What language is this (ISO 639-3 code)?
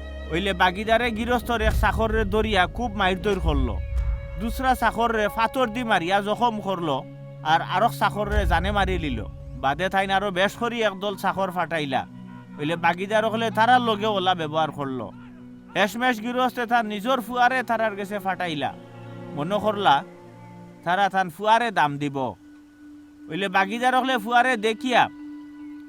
syl